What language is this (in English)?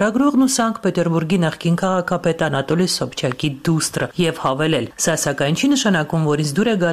Armenian